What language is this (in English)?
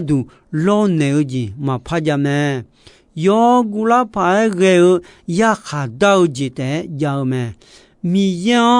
Akha